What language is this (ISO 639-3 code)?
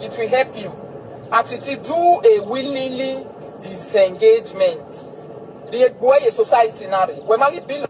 pcm